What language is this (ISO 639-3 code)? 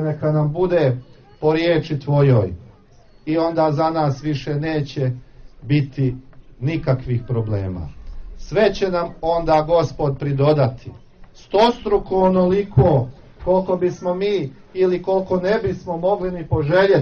hrv